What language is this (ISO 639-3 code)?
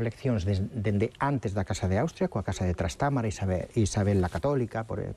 glg